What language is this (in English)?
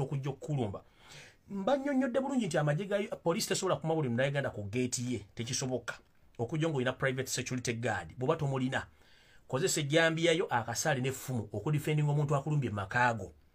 Ganda